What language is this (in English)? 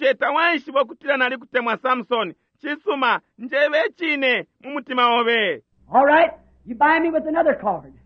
Bemba